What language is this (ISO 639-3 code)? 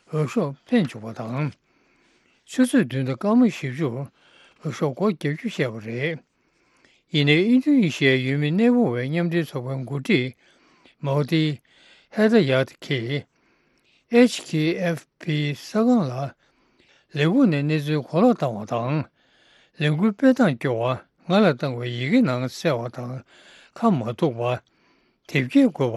bod